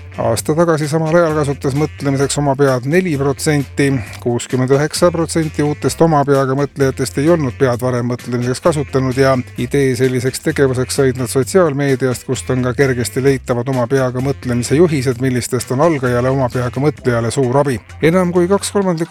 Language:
Estonian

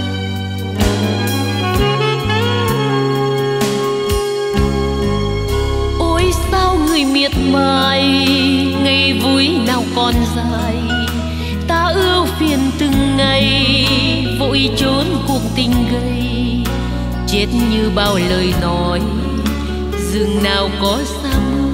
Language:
Vietnamese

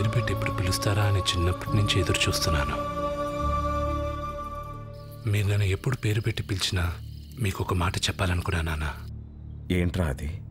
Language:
Telugu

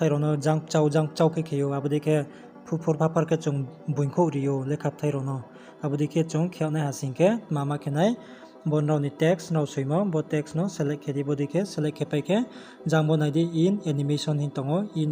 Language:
Riang (India)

